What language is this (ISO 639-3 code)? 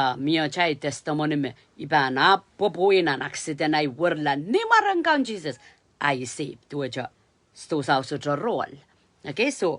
pon